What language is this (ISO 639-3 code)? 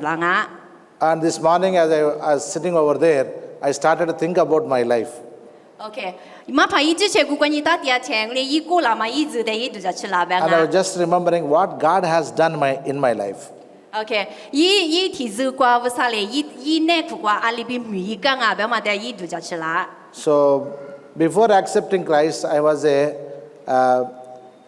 lis